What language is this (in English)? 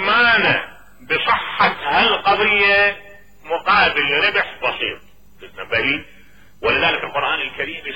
Mesopotamian Arabic